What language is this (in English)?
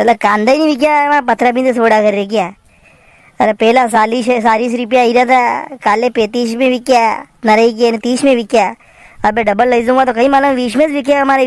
Rajasthani